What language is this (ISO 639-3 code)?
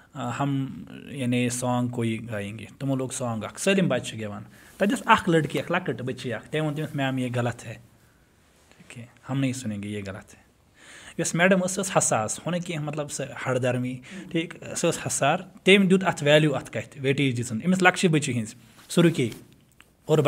kas